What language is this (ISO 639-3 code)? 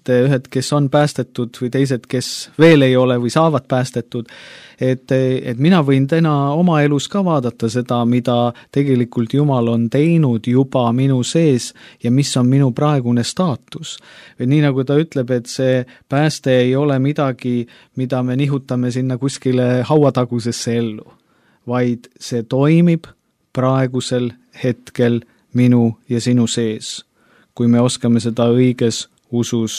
est